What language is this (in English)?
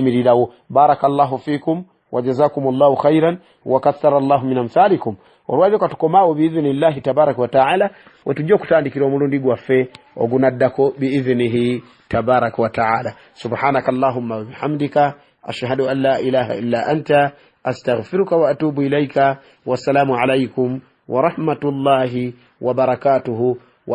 Ganda